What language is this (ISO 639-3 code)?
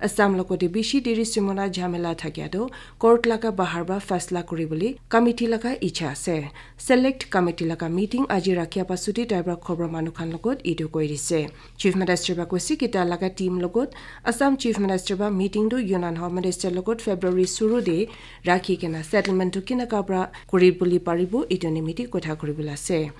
nag